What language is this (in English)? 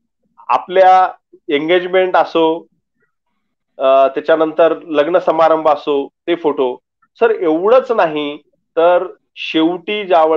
Marathi